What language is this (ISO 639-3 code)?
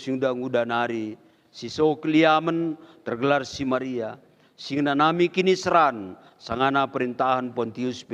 btx